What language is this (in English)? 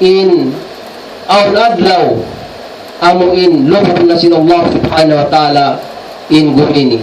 Tausug